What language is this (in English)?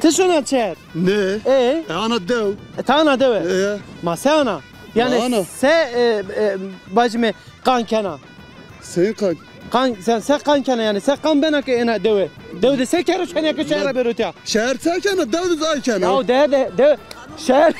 Zaza